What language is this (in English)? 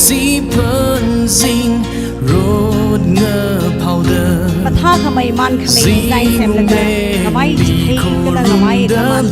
Tangkhul Naga (India)